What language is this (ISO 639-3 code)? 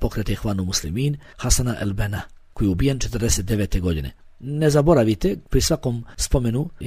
bos